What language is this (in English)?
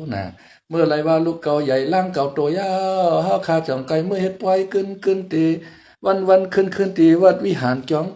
Shan